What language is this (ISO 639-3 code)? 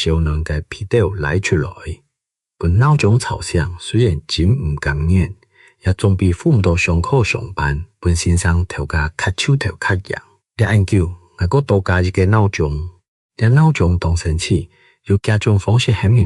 hak